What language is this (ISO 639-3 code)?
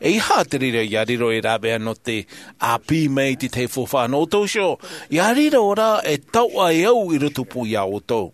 tah